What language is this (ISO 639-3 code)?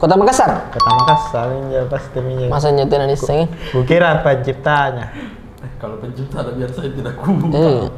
mfp